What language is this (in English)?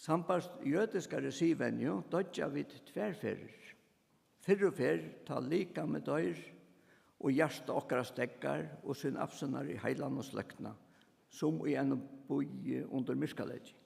Faroese